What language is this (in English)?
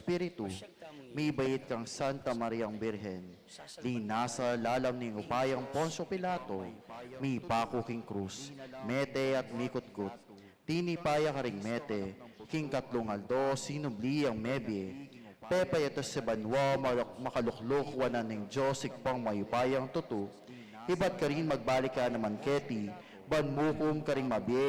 Pampanga